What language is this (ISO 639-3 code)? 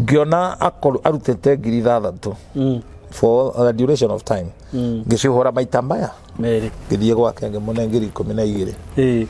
kik